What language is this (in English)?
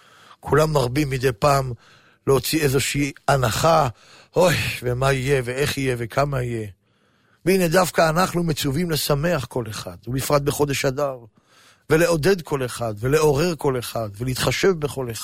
Hebrew